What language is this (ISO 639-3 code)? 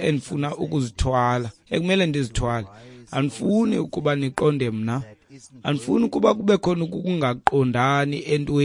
xho